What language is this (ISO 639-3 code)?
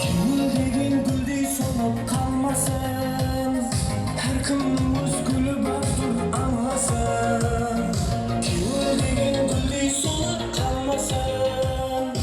kaa